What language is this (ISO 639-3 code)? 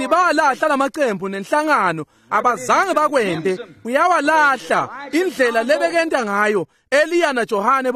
ssw